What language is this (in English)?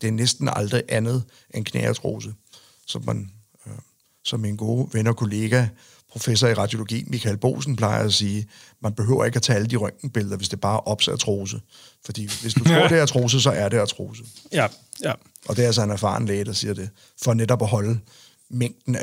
Danish